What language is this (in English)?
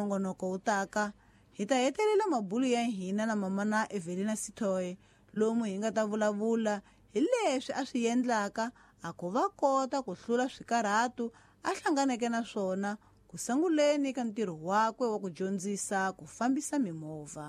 Tsonga